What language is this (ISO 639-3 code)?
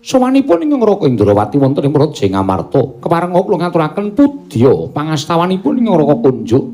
jav